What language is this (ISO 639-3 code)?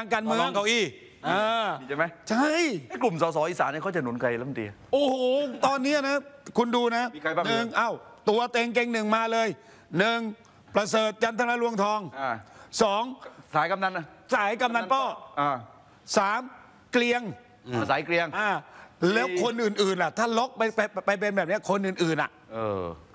tha